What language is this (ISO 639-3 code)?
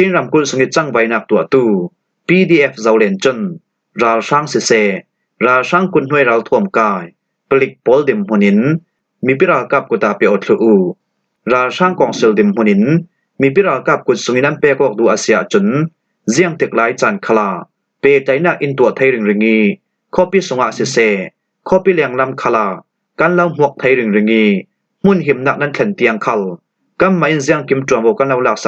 cfm